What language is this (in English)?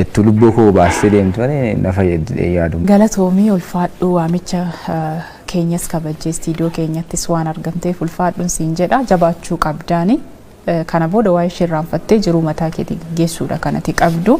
Oromo